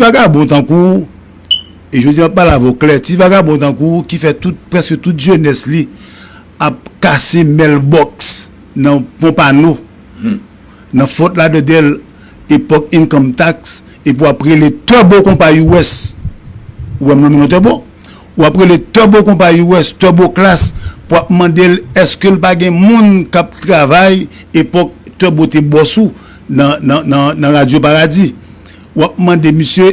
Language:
Haitian Creole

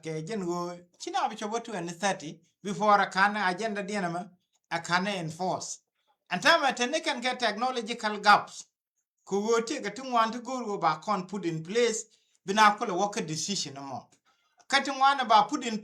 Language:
Nuer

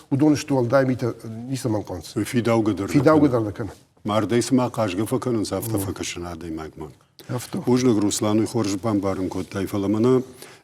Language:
Ossetic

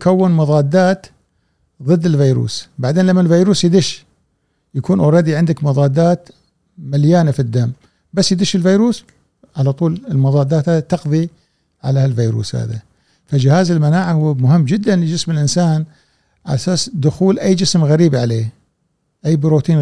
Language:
Gulf Arabic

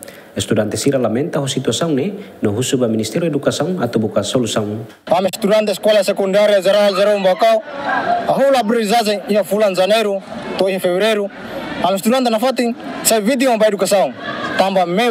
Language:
Tetum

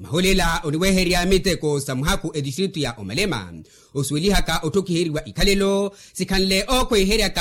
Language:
Makhuwa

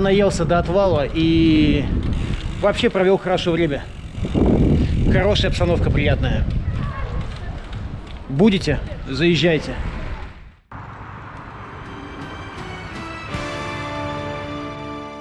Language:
Russian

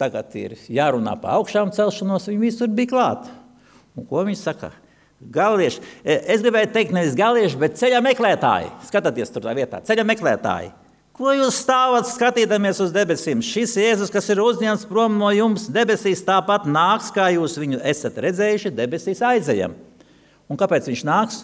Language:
Latvian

